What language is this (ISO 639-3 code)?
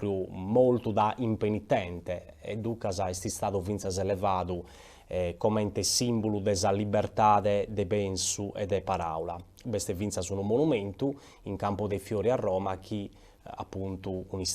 srd